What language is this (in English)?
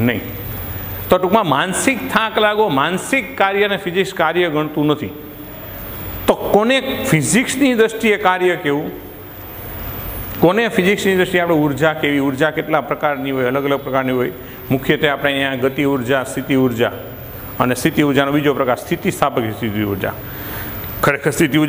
Gujarati